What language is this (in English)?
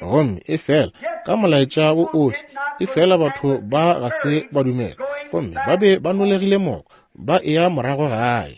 Northern Sotho